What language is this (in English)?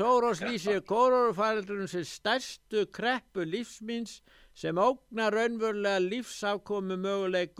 Icelandic